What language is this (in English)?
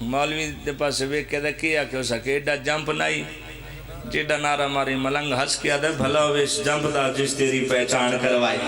Pahari-Potwari